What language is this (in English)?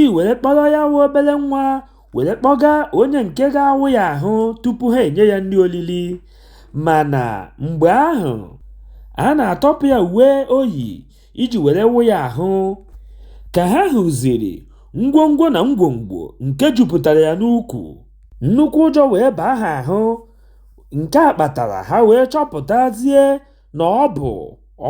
Igbo